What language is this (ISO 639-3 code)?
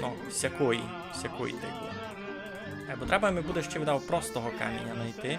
rue